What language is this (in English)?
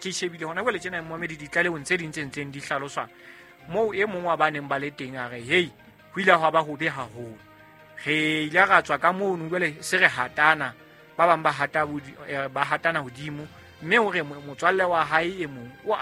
Southern Sotho